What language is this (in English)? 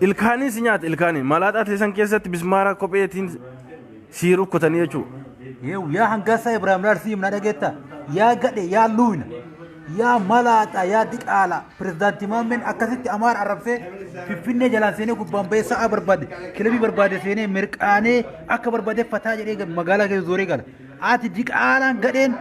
Oromo